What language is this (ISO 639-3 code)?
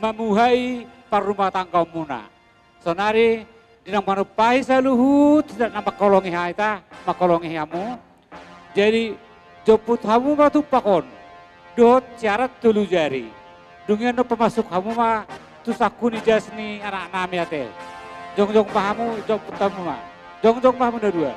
bbc